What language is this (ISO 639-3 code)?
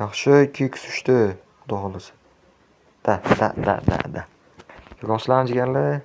uzb